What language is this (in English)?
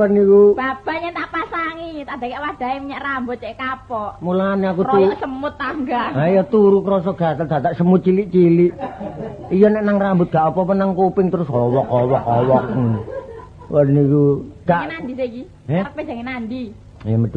Javanese